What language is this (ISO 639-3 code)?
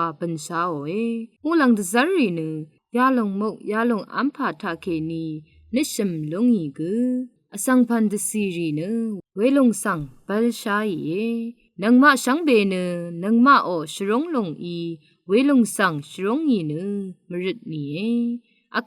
raw